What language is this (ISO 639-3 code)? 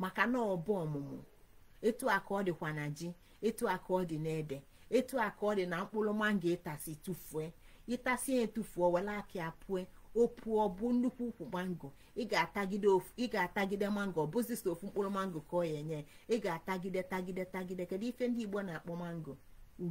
ibo